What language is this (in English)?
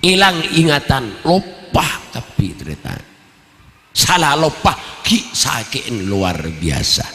Madurese